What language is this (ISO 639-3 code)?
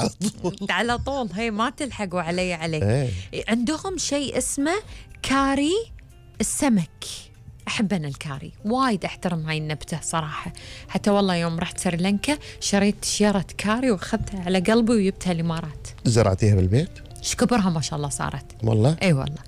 afb